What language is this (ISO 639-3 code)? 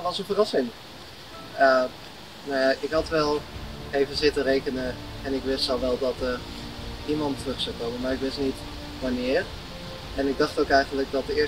nld